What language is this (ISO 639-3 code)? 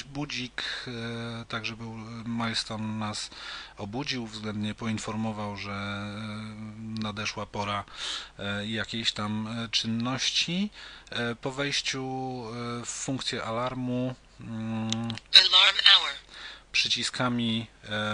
pol